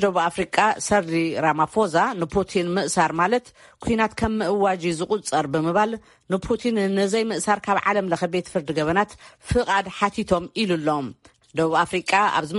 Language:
Tigrinya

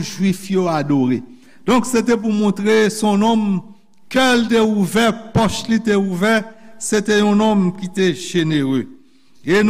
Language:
Haitian Creole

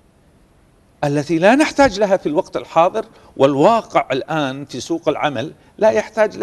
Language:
Arabic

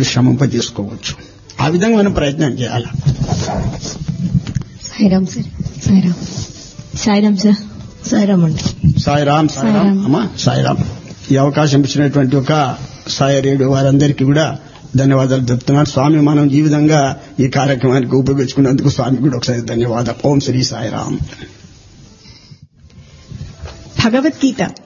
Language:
Telugu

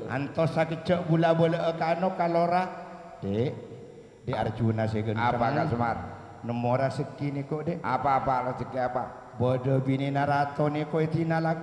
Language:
Madurese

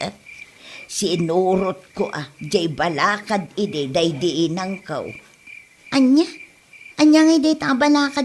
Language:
Iloko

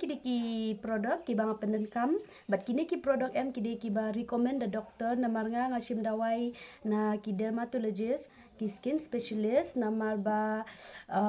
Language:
Khasi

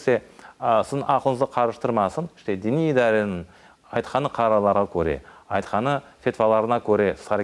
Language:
Crimean Tatar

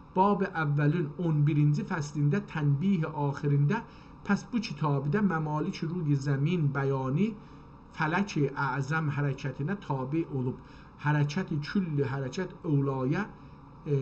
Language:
South Azerbaijani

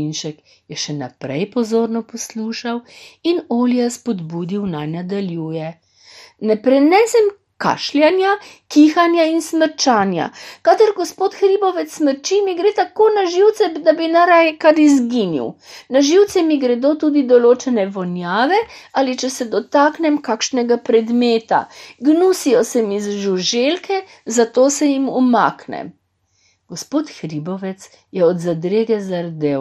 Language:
Slovenian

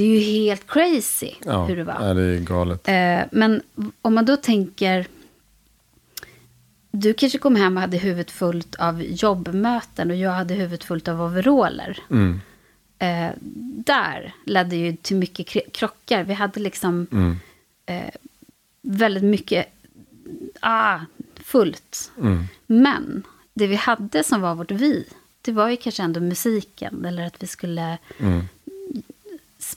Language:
Swedish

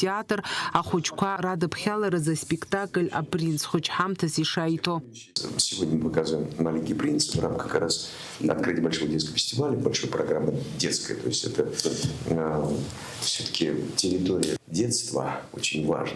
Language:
Abkhazian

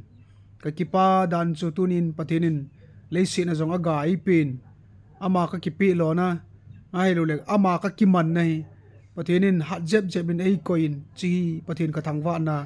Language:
Thado Chin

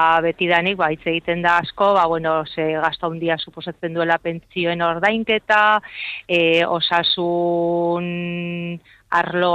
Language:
Basque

